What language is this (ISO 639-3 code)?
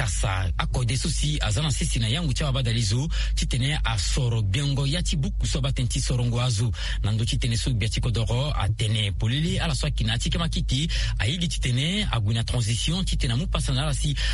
sag